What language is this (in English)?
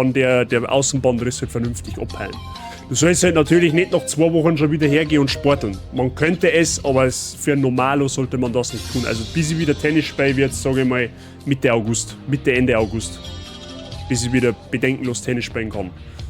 Bavarian